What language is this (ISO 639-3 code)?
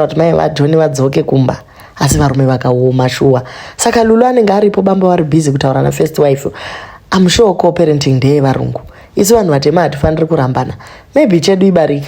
sna